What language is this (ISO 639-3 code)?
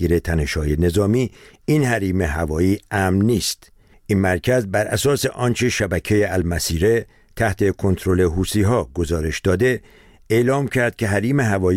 fas